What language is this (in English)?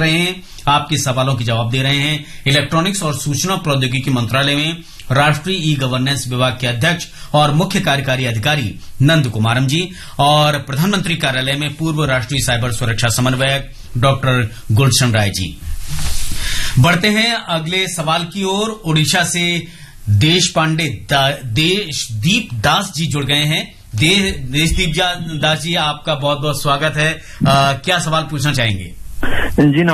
Hindi